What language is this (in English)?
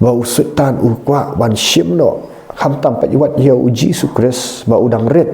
Khasi